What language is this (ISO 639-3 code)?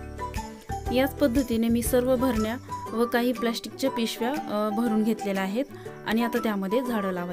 mar